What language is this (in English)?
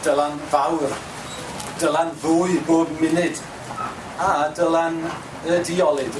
Welsh